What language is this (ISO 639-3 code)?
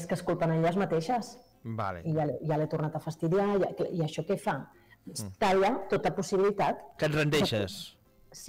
cat